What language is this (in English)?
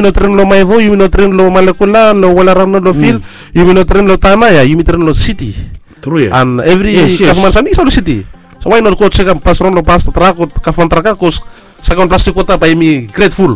Bislama